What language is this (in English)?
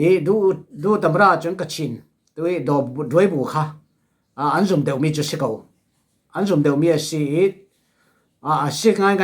Falam Chin